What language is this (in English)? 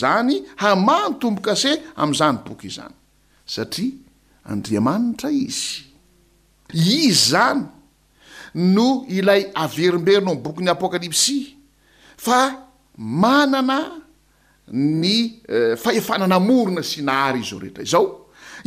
Malagasy